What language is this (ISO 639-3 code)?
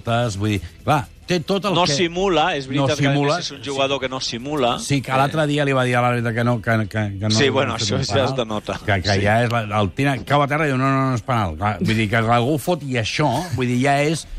cat